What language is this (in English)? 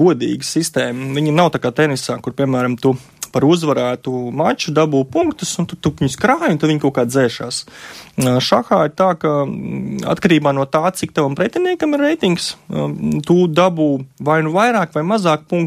Latvian